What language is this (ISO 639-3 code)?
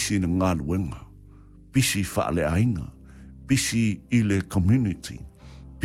smo